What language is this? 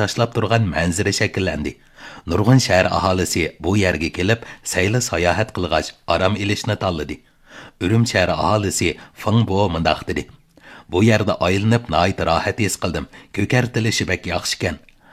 Uyghur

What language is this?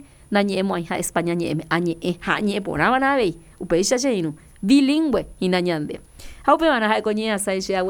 Guarani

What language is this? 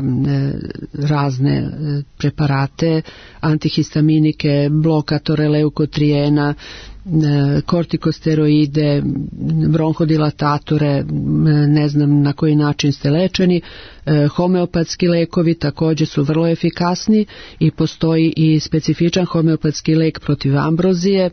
Serbian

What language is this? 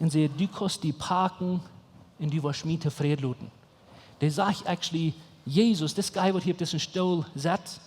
Plautdietsch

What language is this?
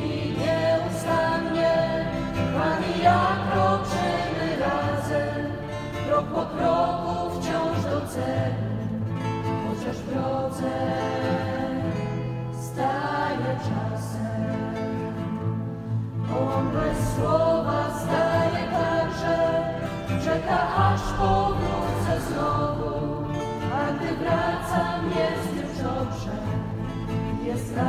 Polish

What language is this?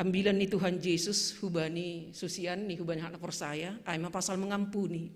Batak Simalungun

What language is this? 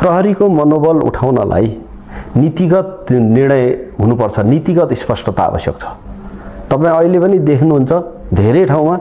Nepali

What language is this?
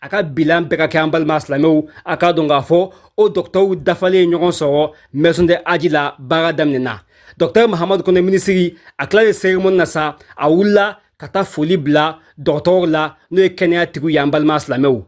Bambara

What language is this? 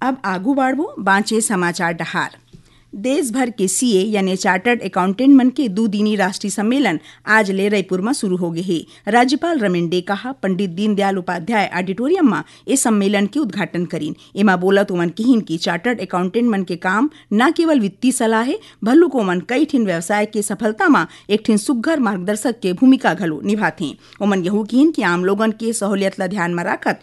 Chhattisgarhi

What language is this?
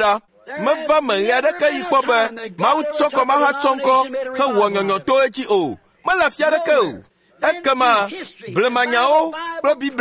Ewe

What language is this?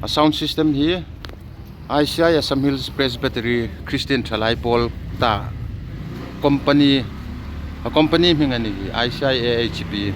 Hmar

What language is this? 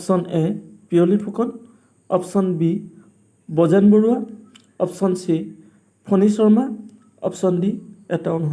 Assamese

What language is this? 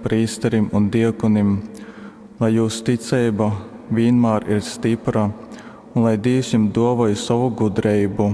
Latgalian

